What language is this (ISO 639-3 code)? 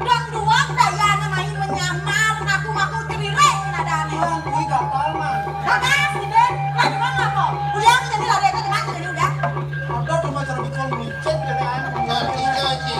ban